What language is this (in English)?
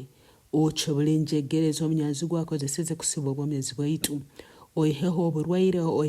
Nyoro